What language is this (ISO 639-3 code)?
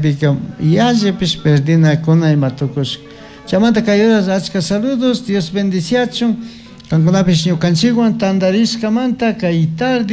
qug